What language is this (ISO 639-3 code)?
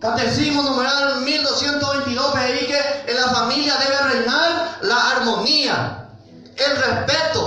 grn